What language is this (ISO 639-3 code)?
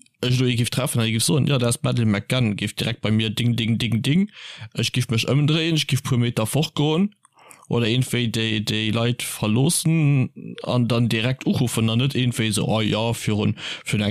ltz